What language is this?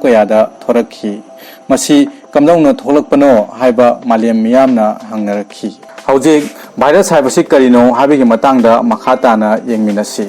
Manipuri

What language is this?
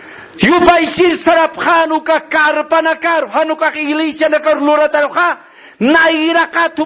Aymara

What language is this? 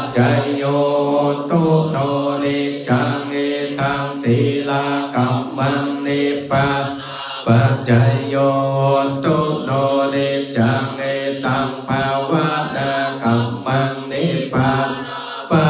Pali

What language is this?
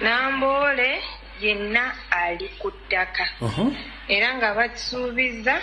Ganda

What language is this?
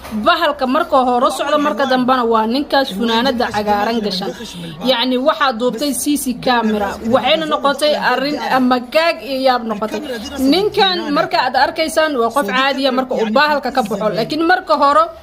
Somali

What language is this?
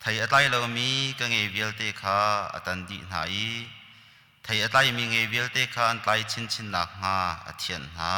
Hakha Chin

